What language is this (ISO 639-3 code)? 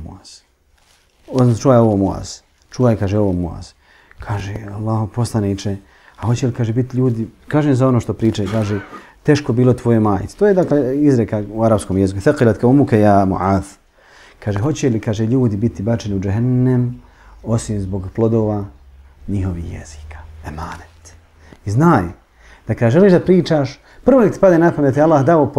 bos